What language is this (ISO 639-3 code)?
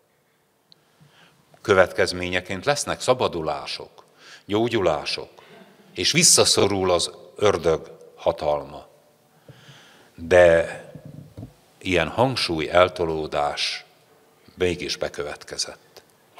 hun